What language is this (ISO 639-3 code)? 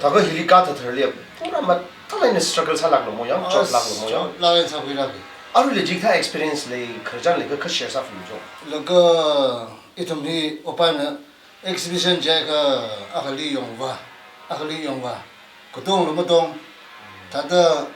nmf